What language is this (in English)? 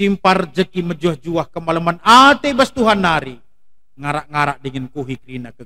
Batak Karo